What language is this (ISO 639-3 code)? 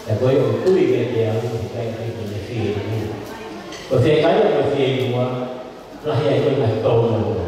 ton